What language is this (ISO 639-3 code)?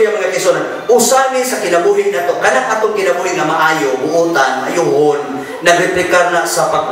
ceb